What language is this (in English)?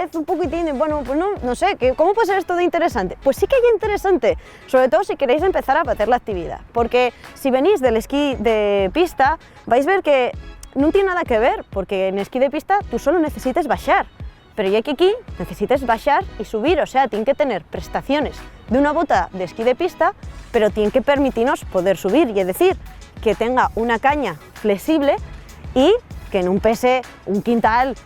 Asturian